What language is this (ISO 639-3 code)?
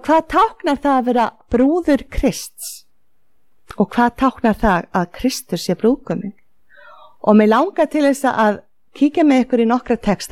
isl